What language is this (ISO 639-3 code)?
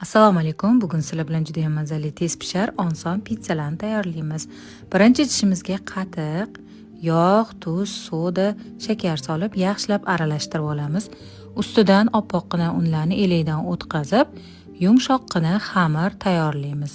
uzb